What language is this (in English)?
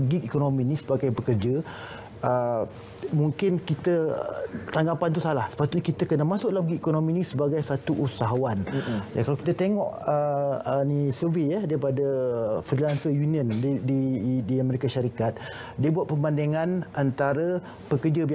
Malay